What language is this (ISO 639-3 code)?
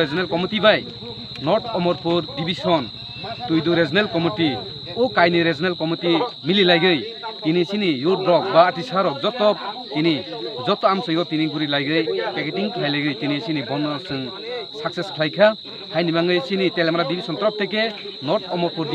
trp